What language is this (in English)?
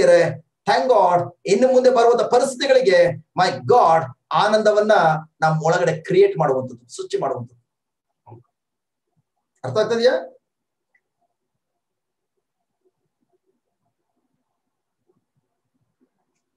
Kannada